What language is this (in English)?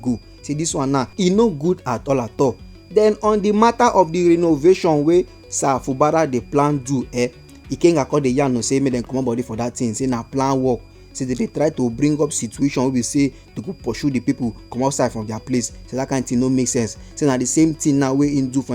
Nigerian Pidgin